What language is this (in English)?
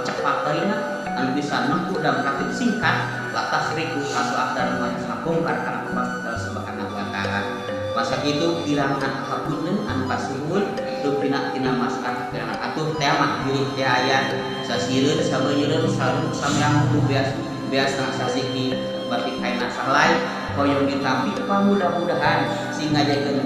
Sundanese